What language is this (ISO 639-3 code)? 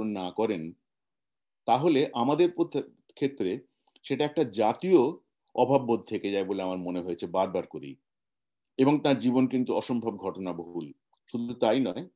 ben